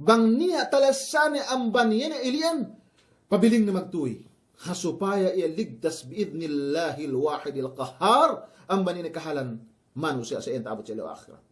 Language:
Yakan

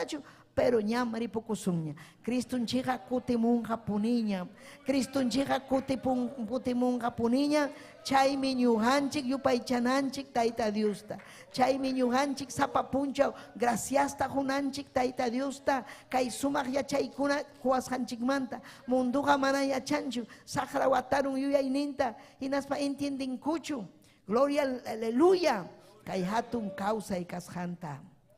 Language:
Ayacucho Quechua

